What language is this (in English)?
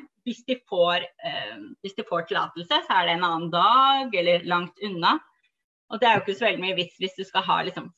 Norwegian